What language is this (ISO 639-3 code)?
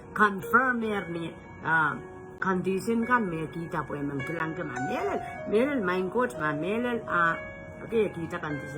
pon